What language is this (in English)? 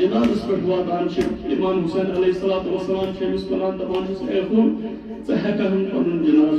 Kashmiri